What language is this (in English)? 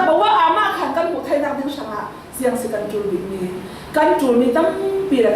Falam Chin